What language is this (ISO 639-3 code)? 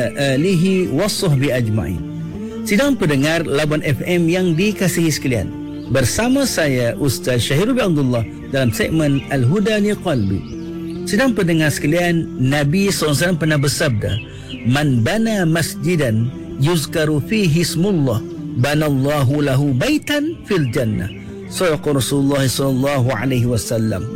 msa